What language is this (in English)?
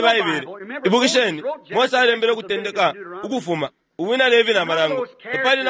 Bemba